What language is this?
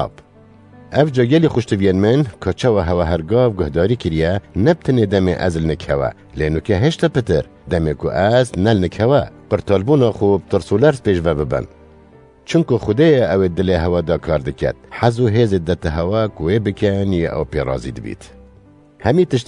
Kurdish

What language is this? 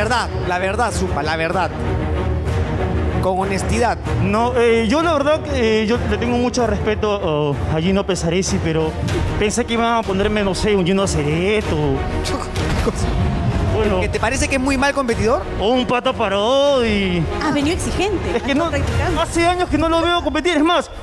Spanish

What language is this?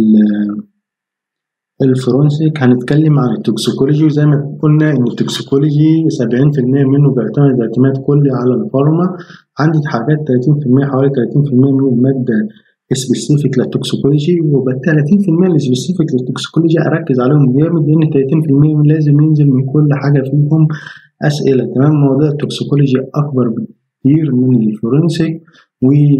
Egyptian Arabic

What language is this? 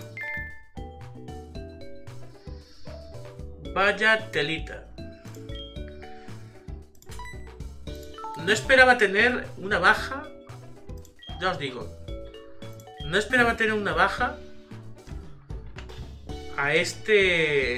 Spanish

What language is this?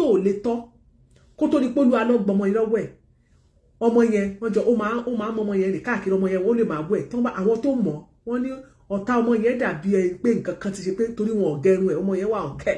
Yoruba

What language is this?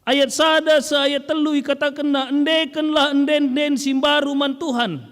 Batak Karo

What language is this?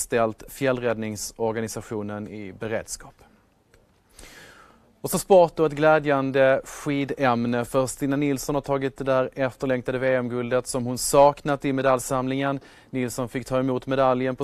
Swedish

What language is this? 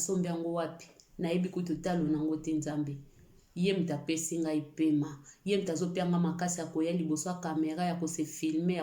Lingala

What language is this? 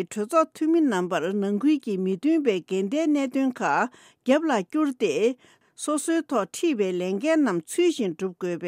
Tibetan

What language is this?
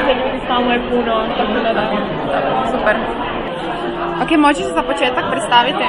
Croatian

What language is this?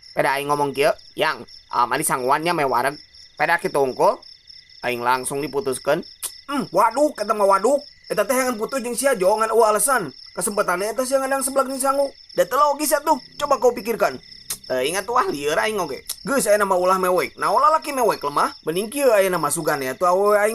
Sundanese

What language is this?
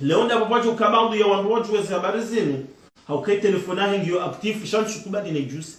Ngazidja Comorian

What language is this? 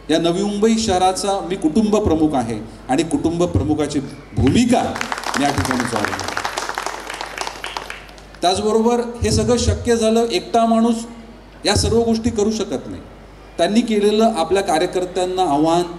Marathi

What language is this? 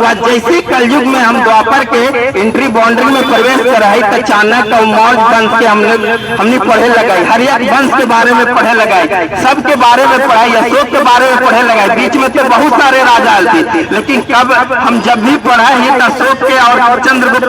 Magahi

